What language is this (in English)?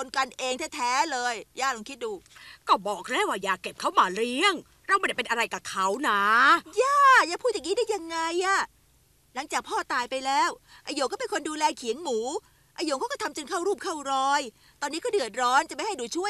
Thai